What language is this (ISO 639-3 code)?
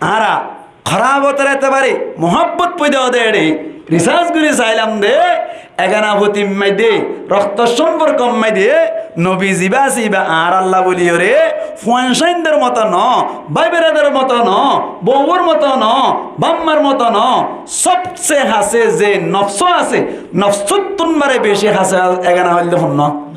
rhg